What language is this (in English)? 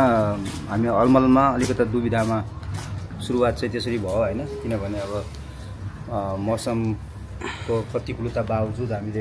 Nepali